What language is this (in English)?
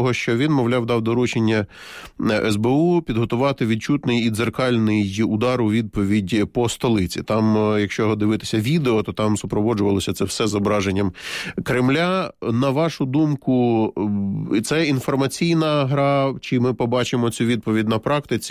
Ukrainian